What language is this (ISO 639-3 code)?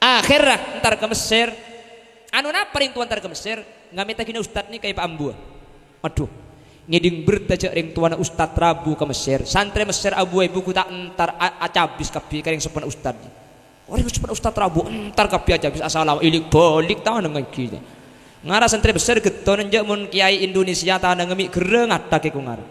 mad